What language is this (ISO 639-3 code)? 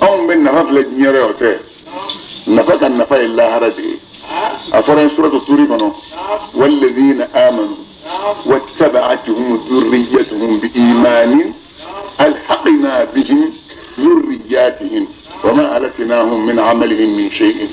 bam